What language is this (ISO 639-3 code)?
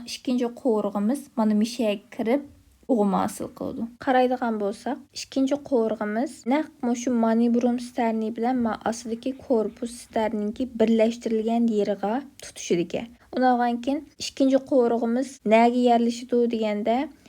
uig